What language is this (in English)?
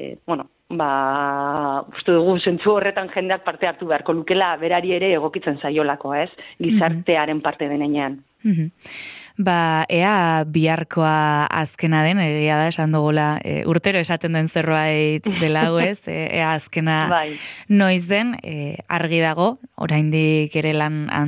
Basque